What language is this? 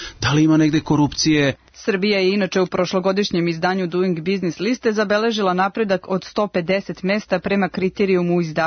Serbian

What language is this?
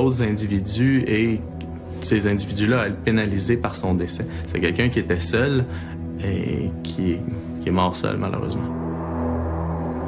French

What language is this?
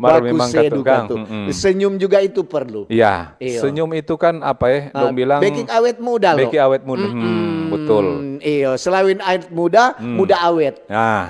Manado Malay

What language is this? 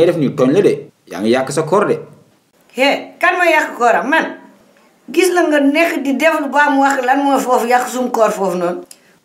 Wolof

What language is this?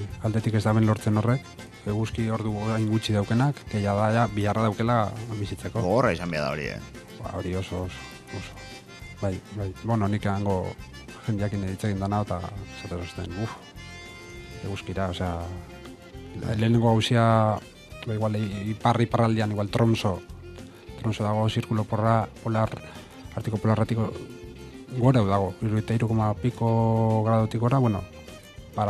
Basque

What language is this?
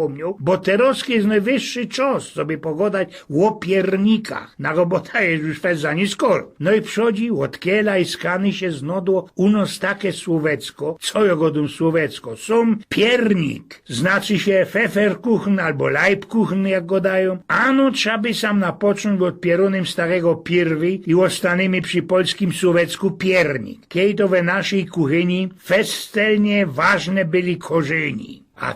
Silesian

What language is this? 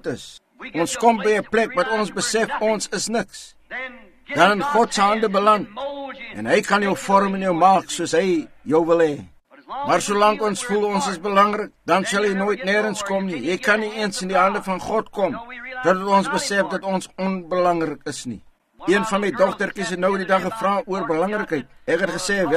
Afrikaans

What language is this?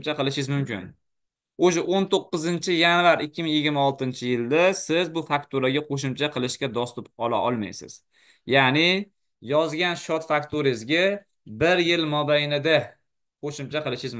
Uzbek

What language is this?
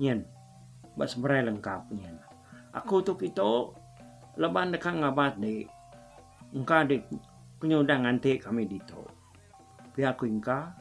Iban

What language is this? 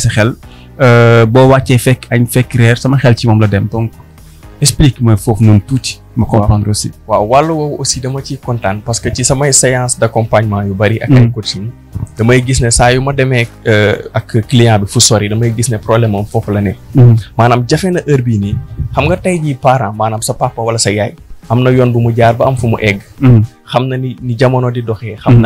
Wolof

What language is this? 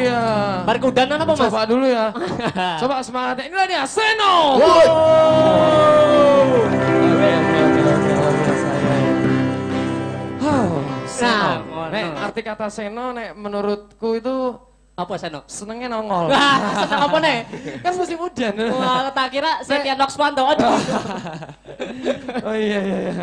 Indonesian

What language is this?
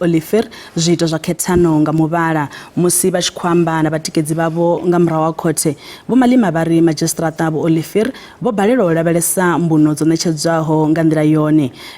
Venda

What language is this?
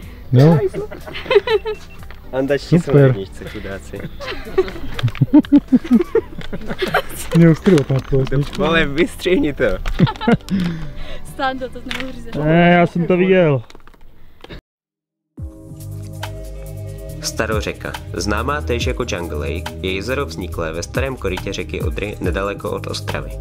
Czech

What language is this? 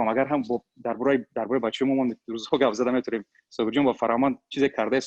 Tajik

